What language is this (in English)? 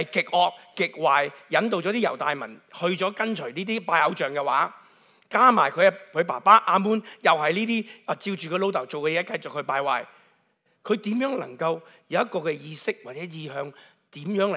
Cantonese